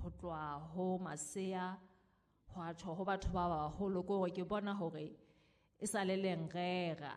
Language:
Southern Sotho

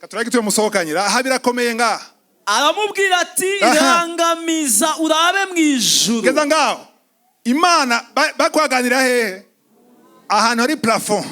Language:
Rundi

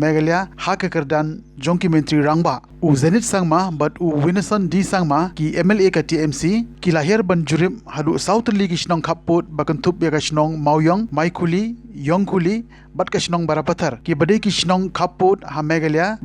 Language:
Khasi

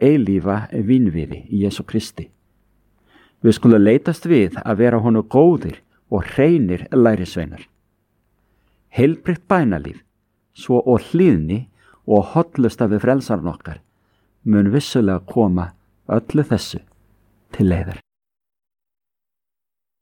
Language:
Icelandic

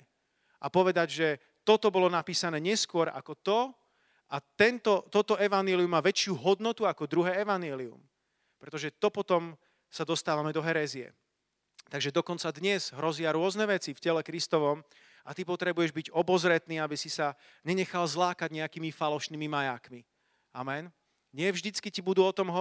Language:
Slovak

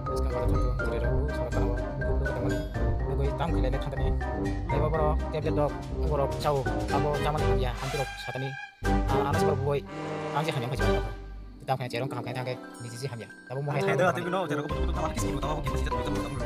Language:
Kok Borok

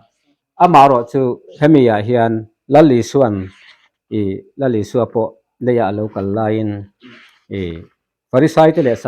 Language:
Mizo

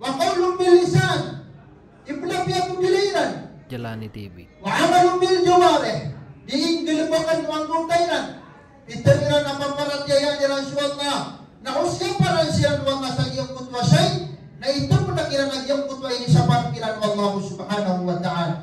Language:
Maranao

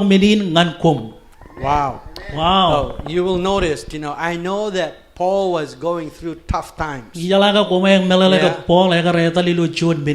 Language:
Marshallese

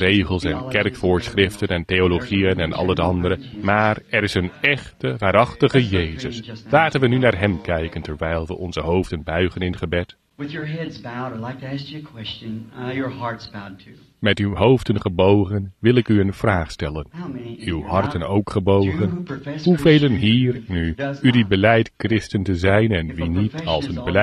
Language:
Dutch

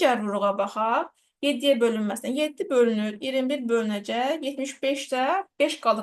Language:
Azerbaijani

